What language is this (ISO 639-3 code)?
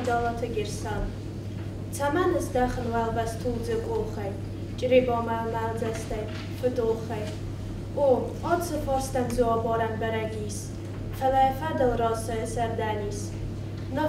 oss